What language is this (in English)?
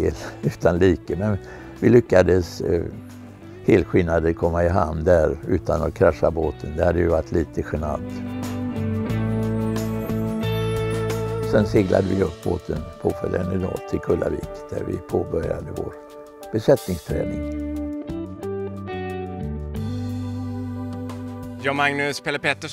Swedish